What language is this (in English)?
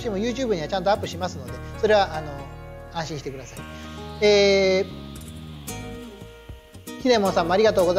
Japanese